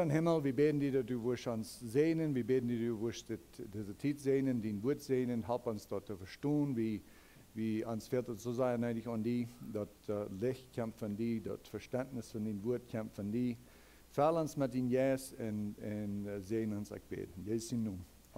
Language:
Plautdietsch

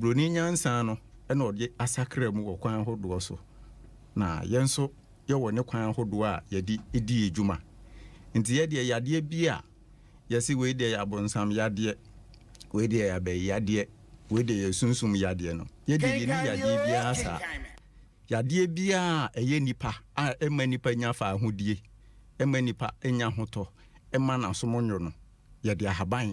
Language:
Akan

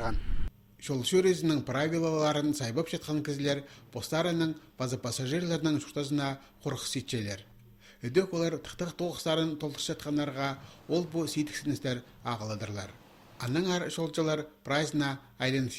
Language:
Khakas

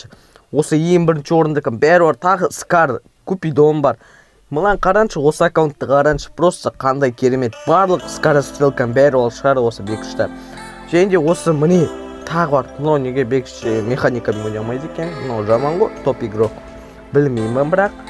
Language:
Kazakh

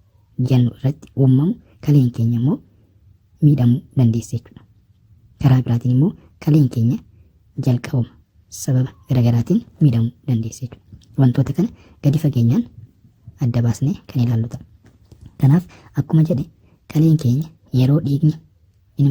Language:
Oromo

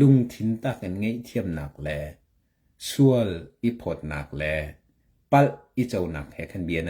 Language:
Hakha Chin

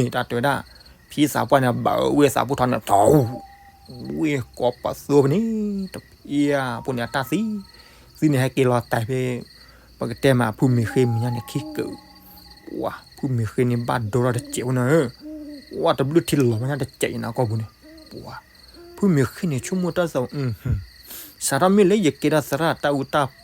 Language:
S'gaw Karen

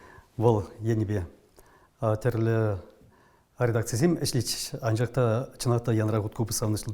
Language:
Chuvash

